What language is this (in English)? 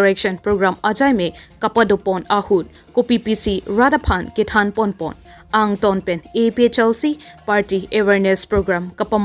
Karbi